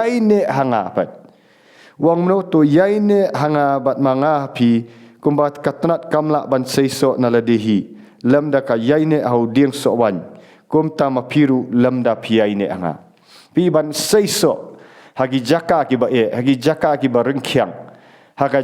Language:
Khasi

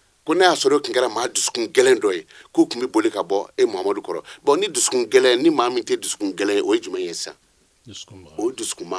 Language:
Bambara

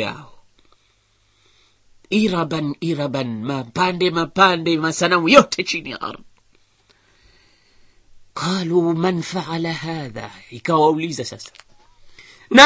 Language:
Swahili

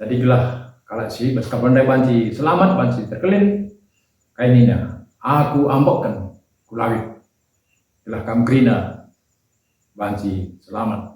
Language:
Batak Karo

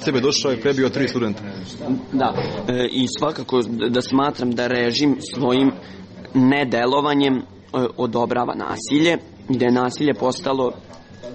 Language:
Serbian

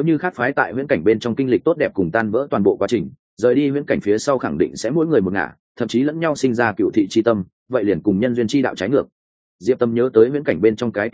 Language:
Vietnamese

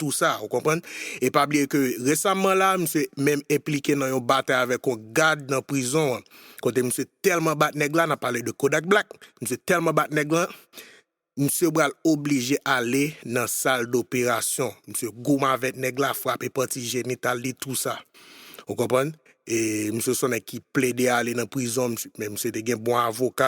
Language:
Haitian Creole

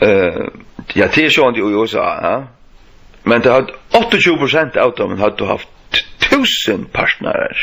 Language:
Faroese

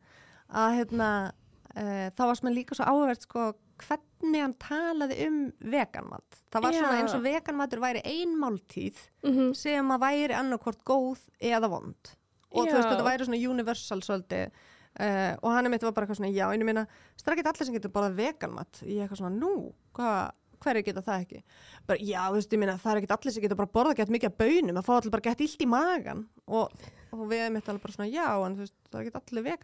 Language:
Icelandic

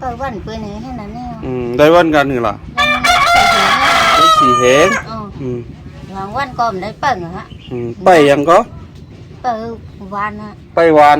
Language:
Shan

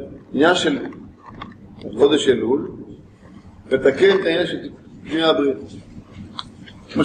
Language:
Hebrew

